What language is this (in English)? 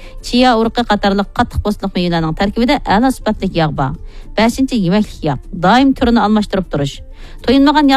Uyghur